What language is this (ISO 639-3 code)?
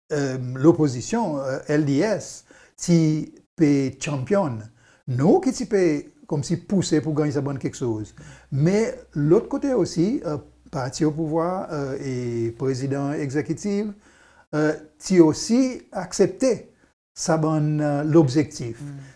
crs